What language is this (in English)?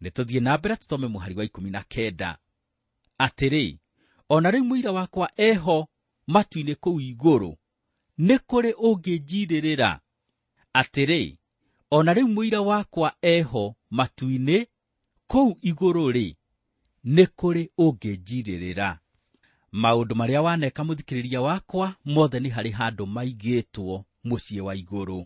Kikuyu